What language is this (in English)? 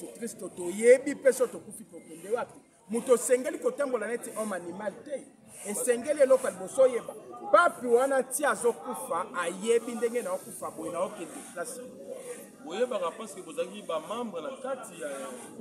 Lingala